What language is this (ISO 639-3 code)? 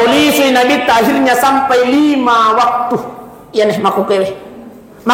bug